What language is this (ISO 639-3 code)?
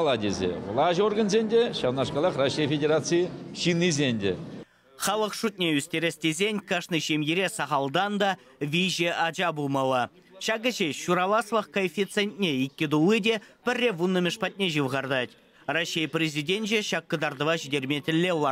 chv